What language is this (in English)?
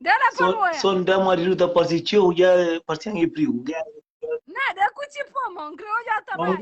Kabuverdianu